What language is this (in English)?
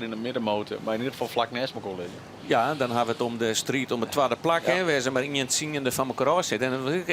Western Frisian